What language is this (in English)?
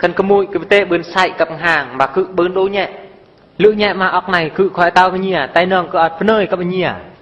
Eastern Bru